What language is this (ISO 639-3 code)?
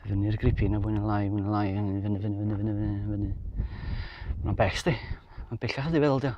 cym